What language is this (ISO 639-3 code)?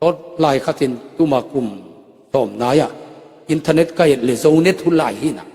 ctd